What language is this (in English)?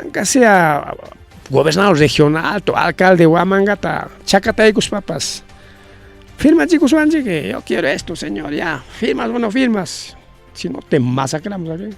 Ayacucho Quechua